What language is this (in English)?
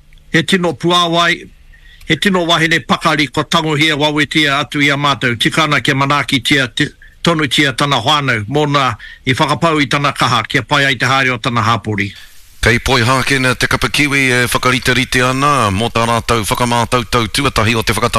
Māori